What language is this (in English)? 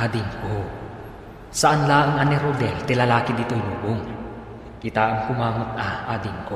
Iloko